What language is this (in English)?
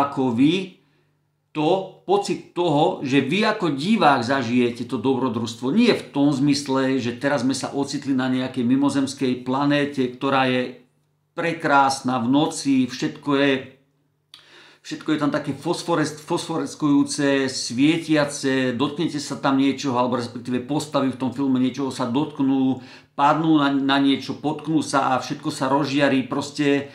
Slovak